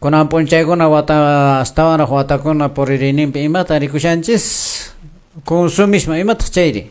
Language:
Quechua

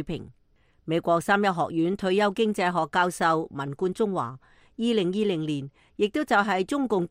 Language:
Cantonese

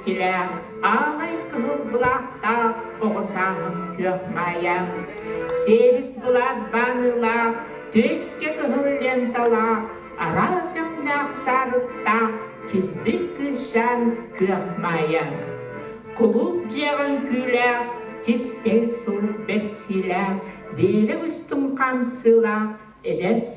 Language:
Yakut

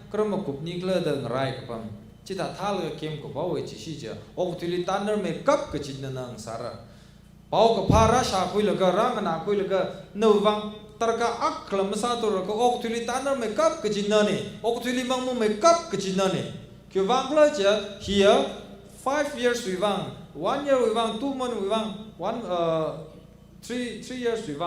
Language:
Tangkhul Naga (India)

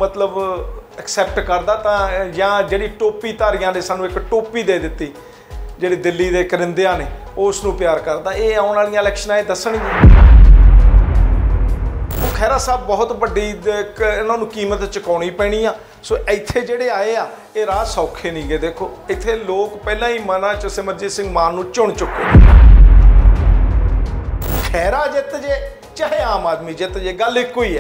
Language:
Punjabi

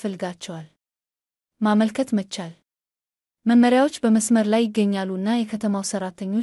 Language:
Amharic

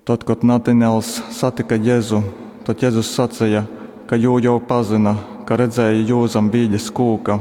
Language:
Latgalian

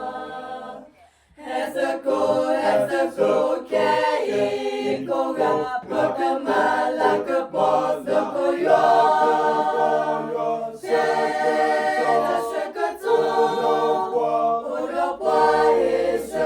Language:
S'gaw Karen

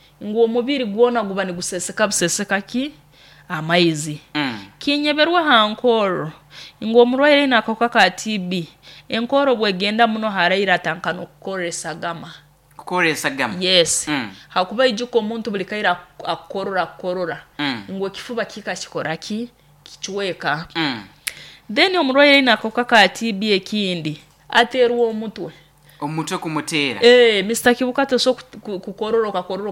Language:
Nyoro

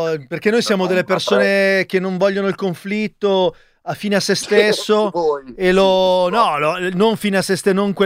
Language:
Italian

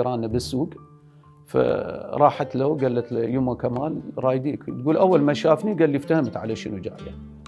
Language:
Mesopotamian Arabic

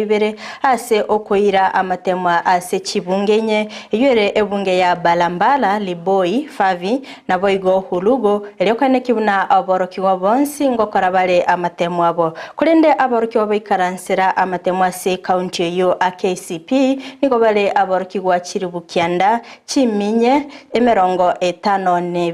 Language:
Gusii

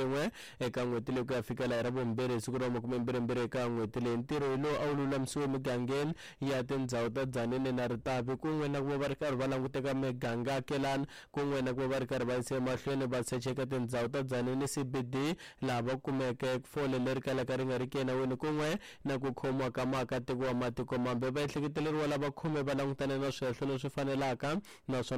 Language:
Tsonga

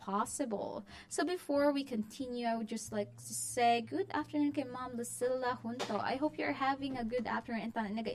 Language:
Hiligaynon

